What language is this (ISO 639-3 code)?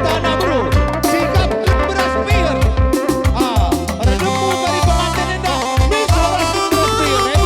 btx